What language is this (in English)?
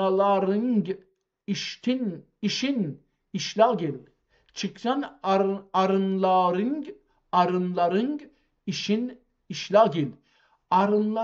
South Azerbaijani